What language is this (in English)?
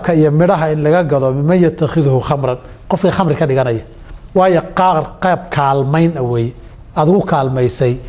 Somali